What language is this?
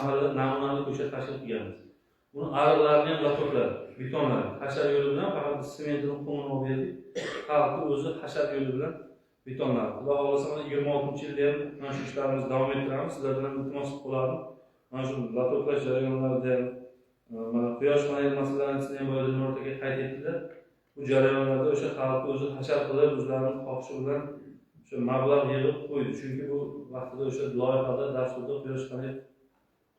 Uzbek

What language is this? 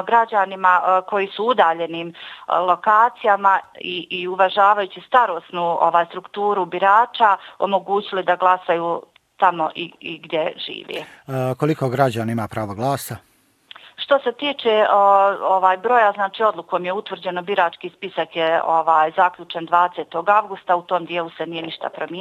Bosnian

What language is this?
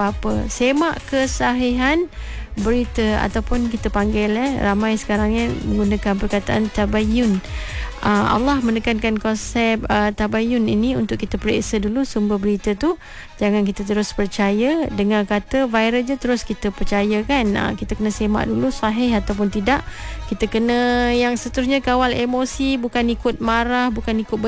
Malay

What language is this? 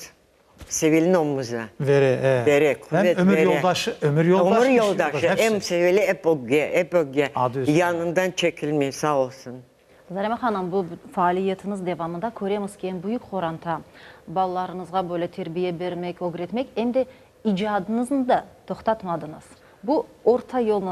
Crimean Tatar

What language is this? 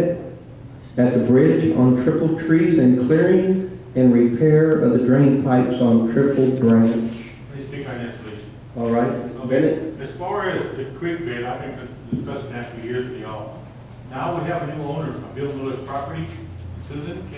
English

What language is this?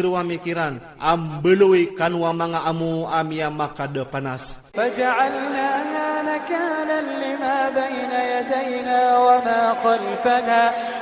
Iranun (Philippines)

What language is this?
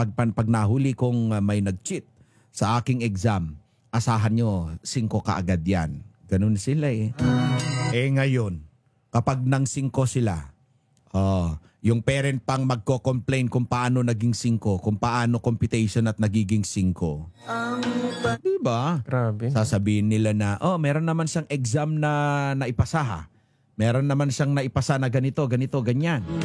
Filipino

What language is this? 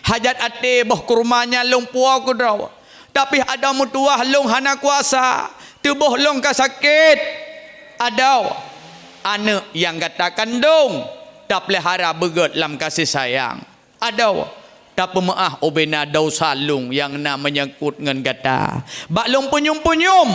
Achinese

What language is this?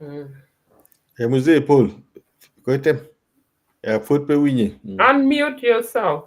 Acoli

